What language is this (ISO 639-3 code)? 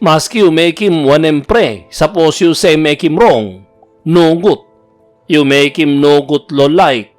tpi